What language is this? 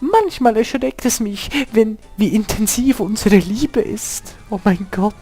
Swiss German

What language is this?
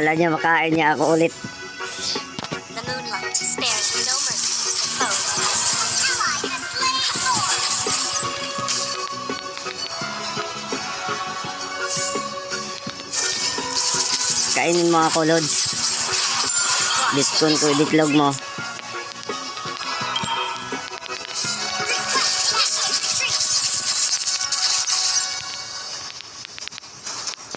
Filipino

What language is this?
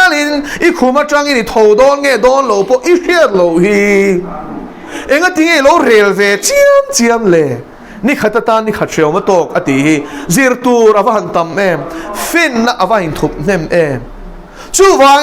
Mizo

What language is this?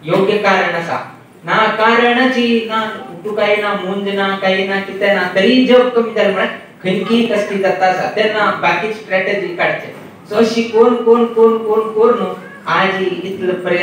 Konkani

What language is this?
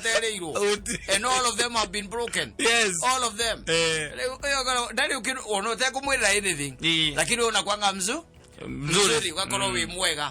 Kikuyu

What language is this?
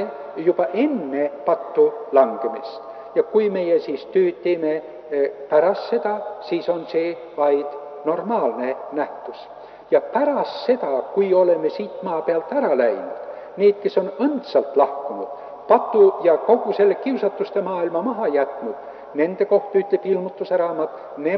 Estonian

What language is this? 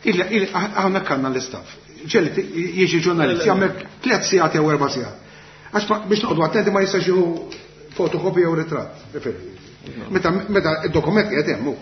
Maltese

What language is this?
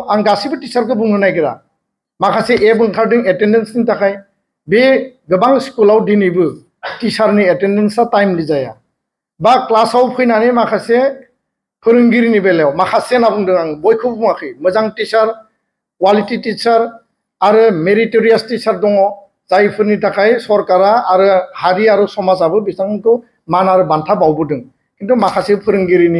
Bodo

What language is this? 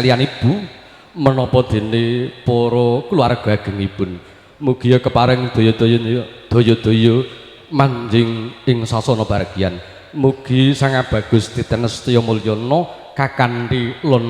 Javanese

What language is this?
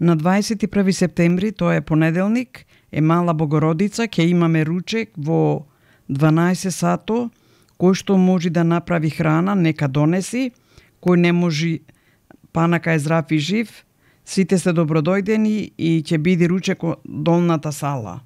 Macedonian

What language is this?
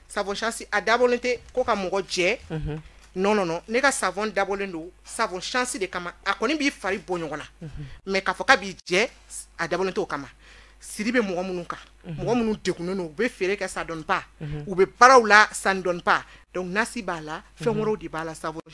Bambara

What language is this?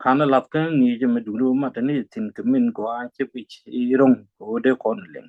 Nuer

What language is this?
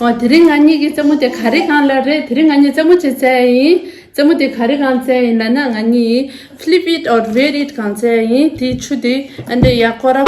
Tibetan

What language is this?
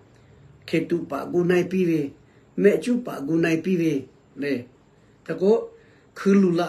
Lahu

